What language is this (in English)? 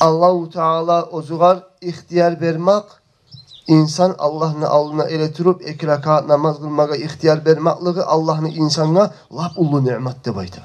Kumyk